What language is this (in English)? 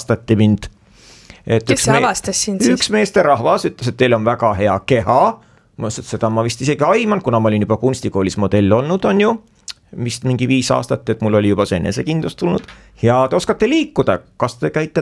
Estonian